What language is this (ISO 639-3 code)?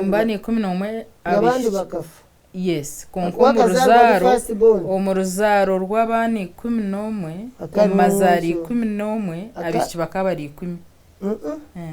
nyn